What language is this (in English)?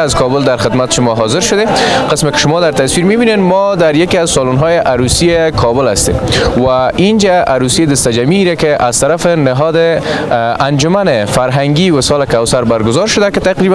Persian